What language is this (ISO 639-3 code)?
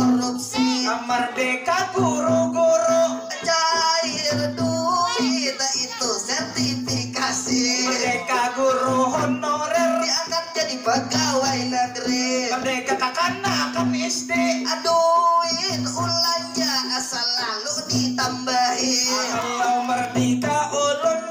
bjn